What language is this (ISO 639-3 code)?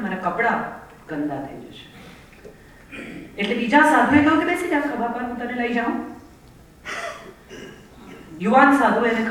guj